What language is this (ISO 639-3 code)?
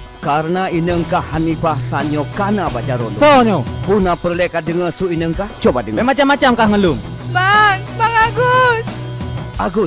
ace